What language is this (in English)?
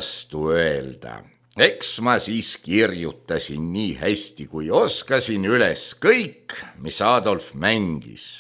Estonian